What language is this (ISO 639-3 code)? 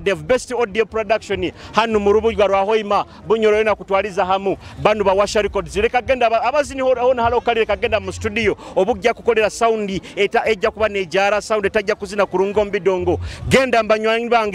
nyo